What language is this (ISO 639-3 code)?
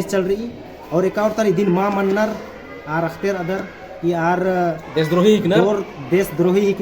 kru